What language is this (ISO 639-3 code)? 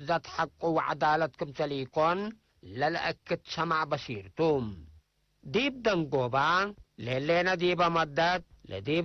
tig